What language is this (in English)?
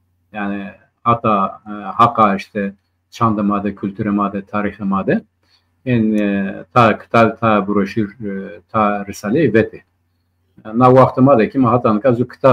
Zaza